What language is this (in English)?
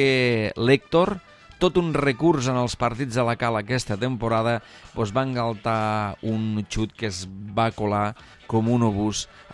Catalan